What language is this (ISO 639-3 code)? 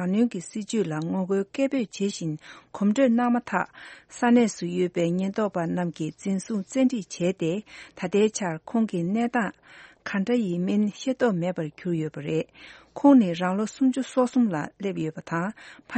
bod